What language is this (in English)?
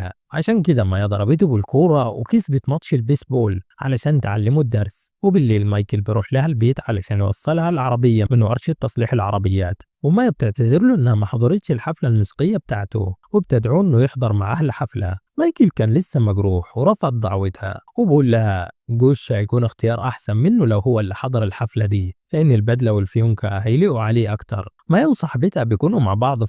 Egyptian Arabic